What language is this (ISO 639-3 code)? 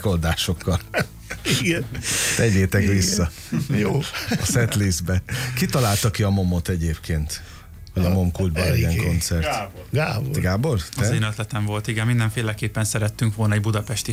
hun